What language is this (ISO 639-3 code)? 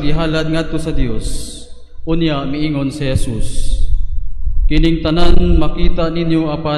ceb